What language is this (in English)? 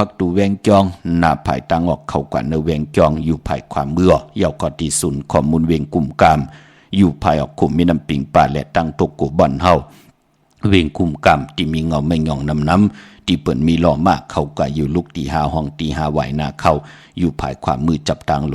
Shan